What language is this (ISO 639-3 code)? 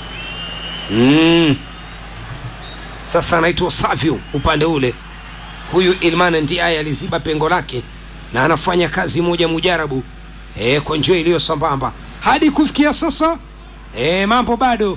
swa